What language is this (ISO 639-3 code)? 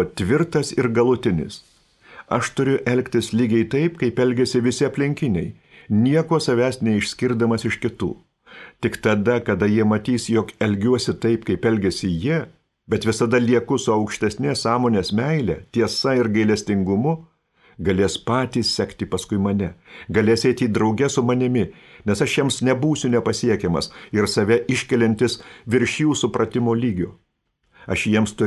lit